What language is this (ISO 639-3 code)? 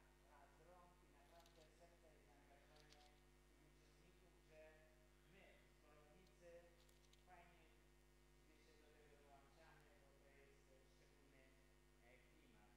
pol